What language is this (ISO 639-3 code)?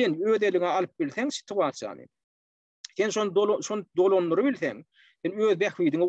tuk